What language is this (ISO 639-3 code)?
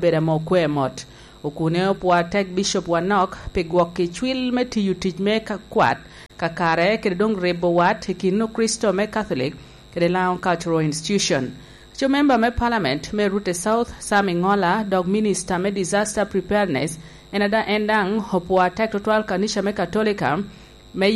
laj